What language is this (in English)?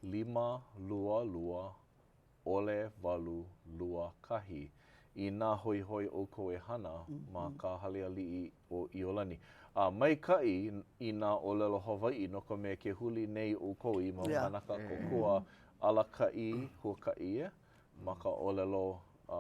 Hawaiian